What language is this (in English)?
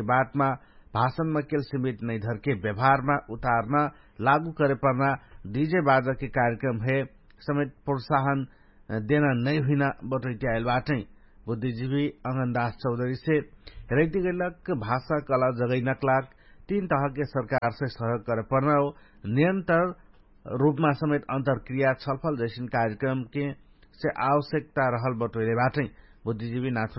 Dangaura Tharu